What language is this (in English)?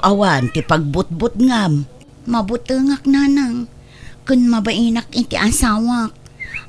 Iloko